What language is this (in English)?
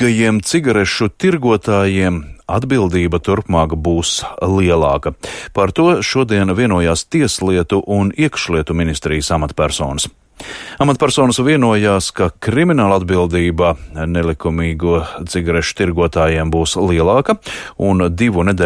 Latvian